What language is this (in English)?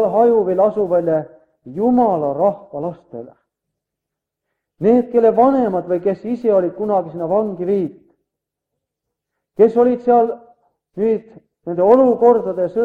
Estonian